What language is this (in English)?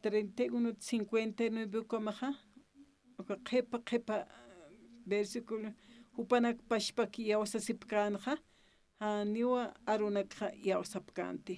Aymara